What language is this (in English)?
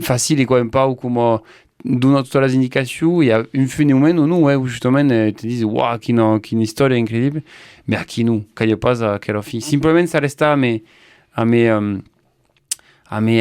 Occitan